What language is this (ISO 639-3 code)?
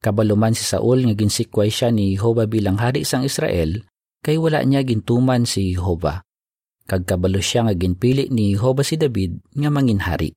hil